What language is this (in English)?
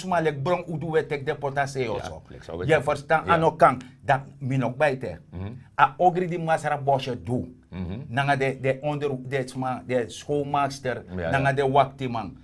Sranan Tongo